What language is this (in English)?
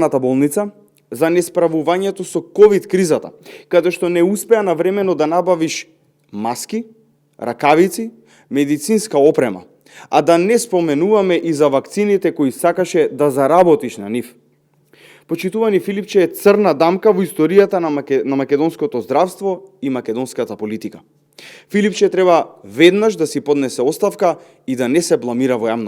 Macedonian